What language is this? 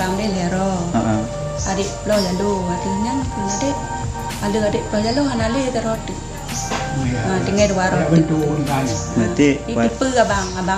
Achinese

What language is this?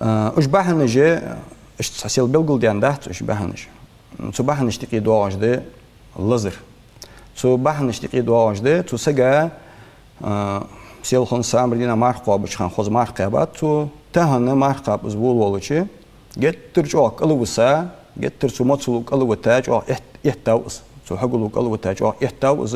Ingush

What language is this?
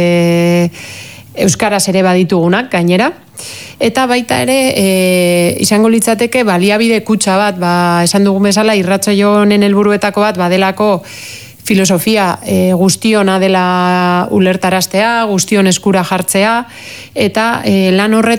Basque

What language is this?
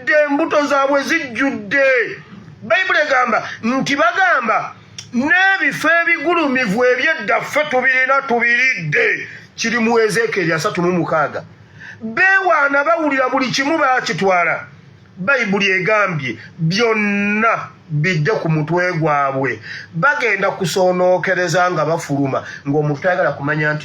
Ganda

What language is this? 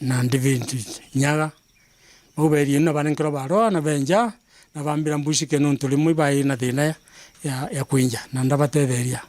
Meru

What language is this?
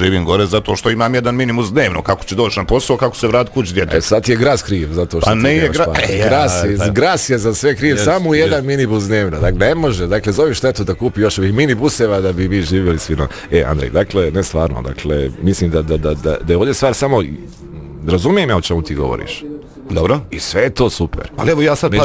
Bosnian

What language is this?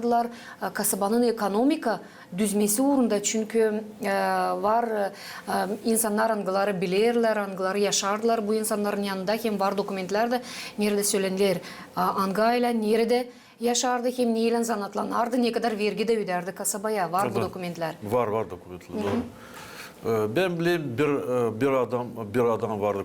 Gagauz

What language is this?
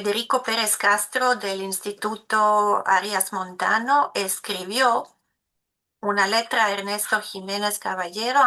Ladino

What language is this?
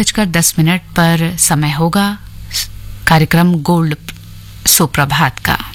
Hindi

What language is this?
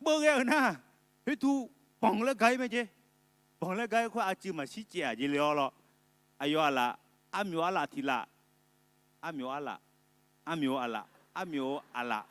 Akha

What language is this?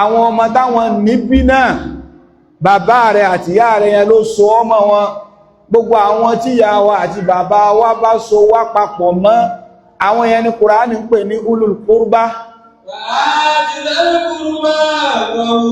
Yoruba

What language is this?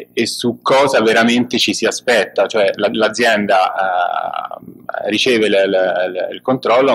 Italian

